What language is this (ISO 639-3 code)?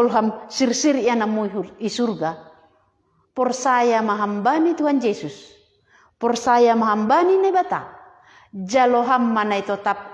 bts